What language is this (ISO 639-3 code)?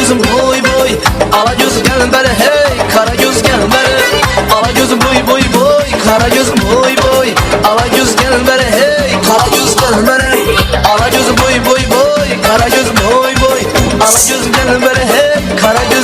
kaa